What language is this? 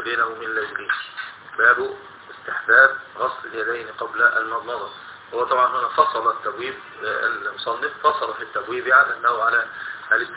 Arabic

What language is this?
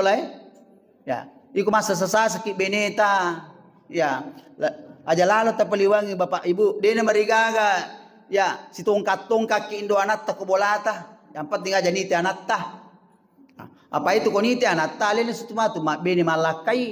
Buginese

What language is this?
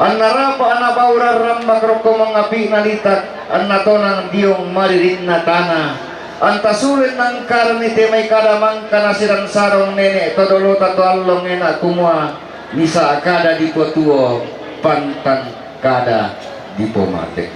Toraja-Sa'dan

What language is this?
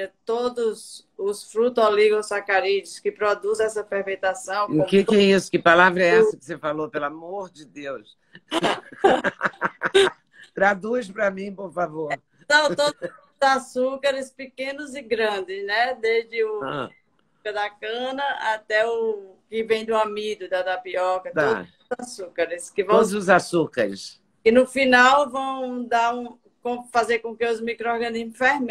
Portuguese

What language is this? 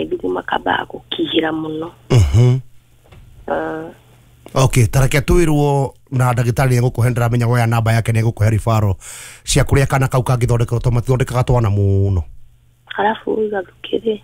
Kikuyu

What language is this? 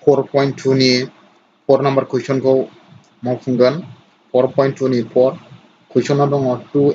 Bodo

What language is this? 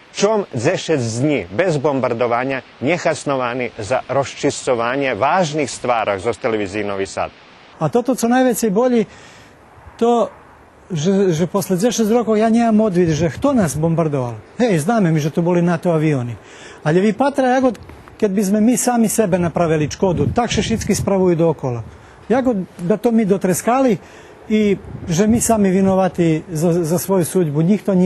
Rusyn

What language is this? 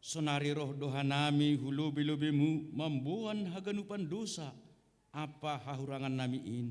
Batak Simalungun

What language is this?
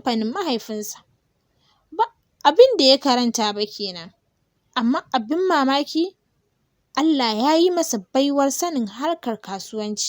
Hausa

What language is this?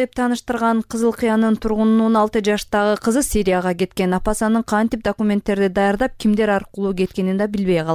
Kyrgyz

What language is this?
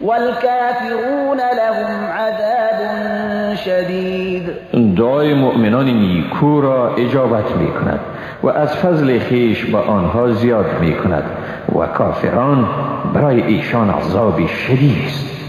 Persian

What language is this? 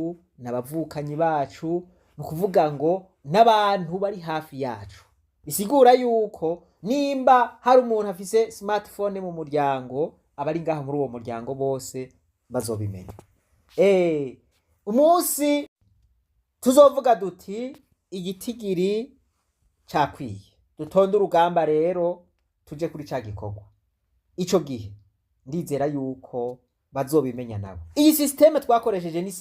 Rundi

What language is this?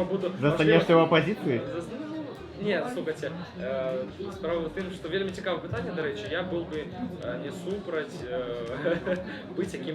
Belarusian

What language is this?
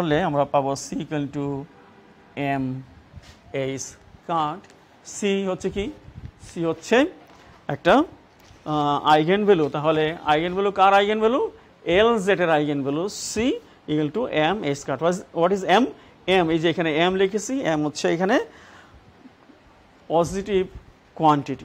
Bangla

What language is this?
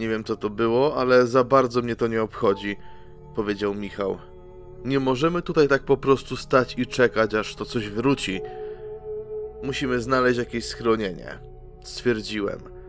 Polish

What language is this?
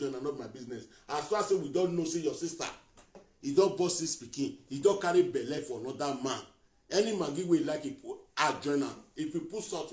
Nigerian Pidgin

